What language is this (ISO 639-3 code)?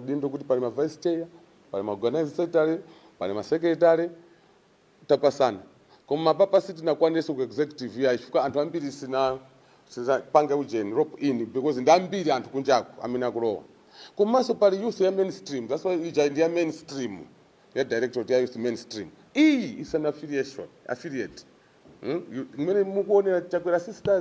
nya